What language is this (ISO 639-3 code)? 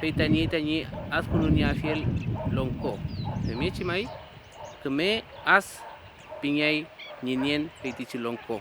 arn